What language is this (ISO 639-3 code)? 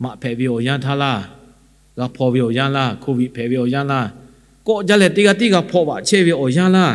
lhu